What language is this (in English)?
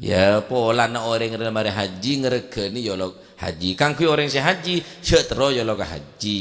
Madurese